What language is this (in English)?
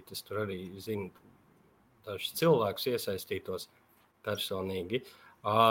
Latvian